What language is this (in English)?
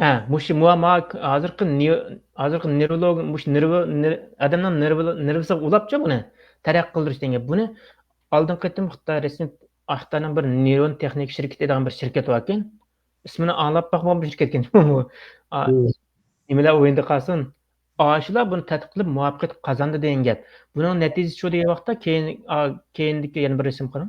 Uyghur